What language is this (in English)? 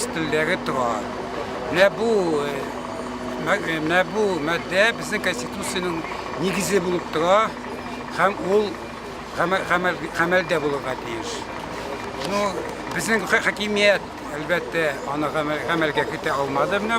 Tatar